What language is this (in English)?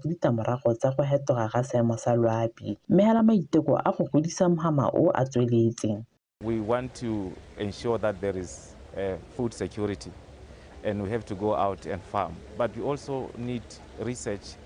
Tswana